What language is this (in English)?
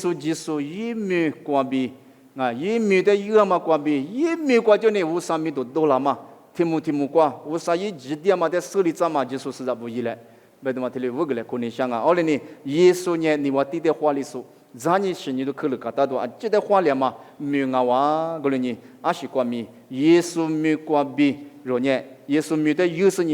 Lisu